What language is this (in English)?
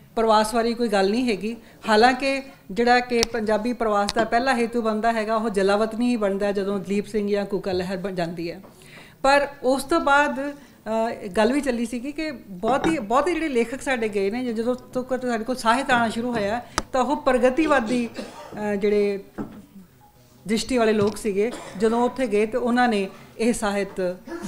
Punjabi